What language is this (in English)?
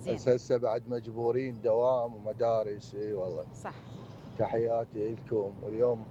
Mesopotamian Arabic